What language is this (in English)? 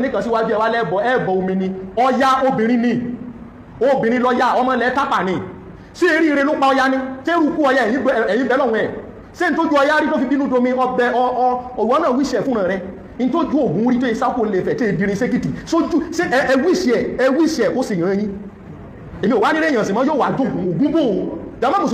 Yoruba